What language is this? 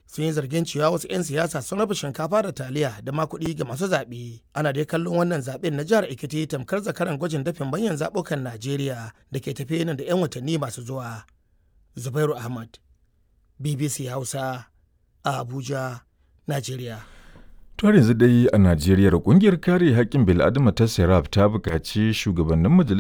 Hausa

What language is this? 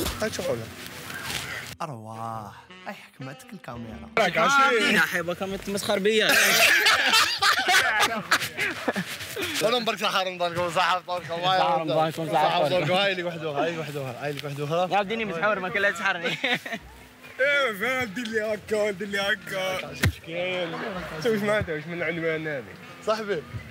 Algerian Arabic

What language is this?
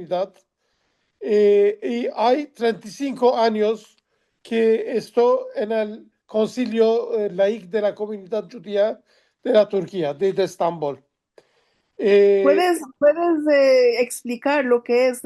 Ladino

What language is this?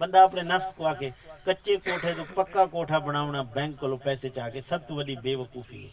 Saraiki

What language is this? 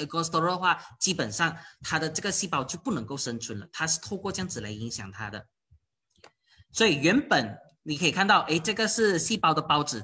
Chinese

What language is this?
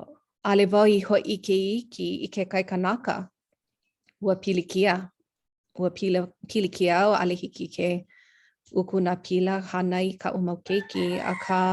Hawaiian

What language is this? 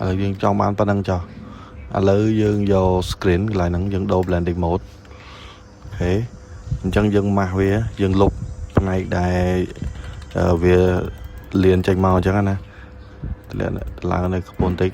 Khmer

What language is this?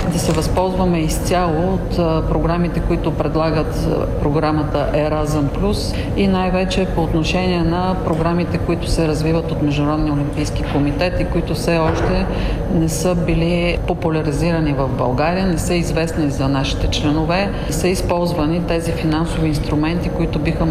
Bulgarian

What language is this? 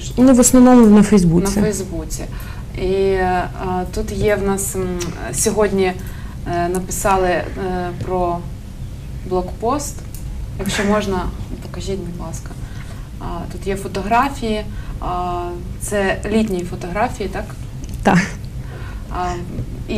Ukrainian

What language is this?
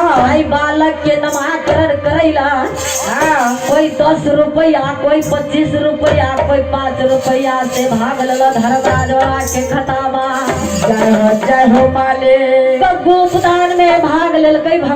Maithili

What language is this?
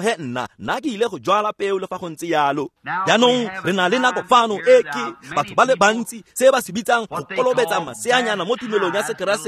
Tswana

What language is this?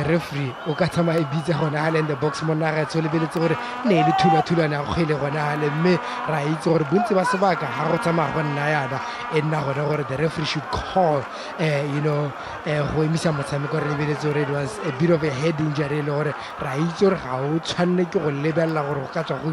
Tswana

